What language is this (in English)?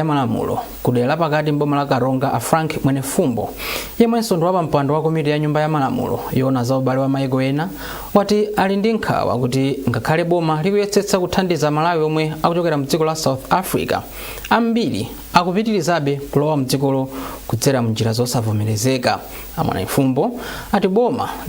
Nyanja